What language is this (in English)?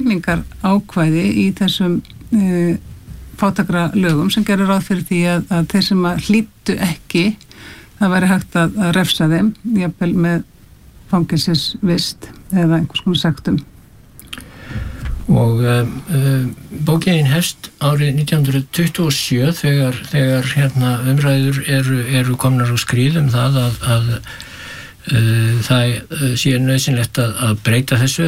Icelandic